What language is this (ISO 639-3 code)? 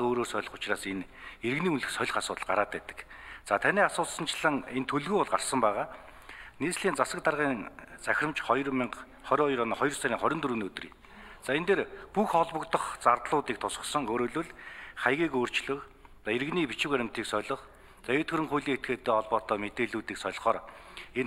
mon